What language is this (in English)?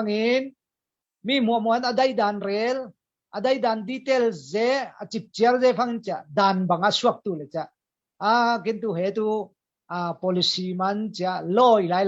Falam Chin